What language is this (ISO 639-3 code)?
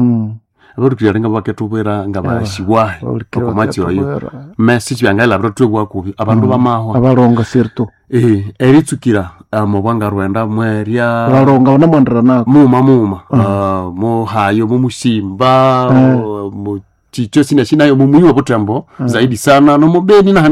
nnb